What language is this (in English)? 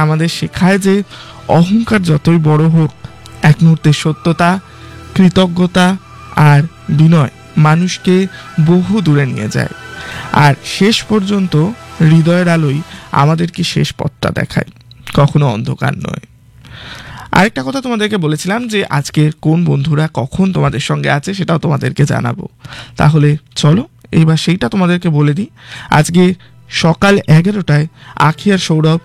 Bangla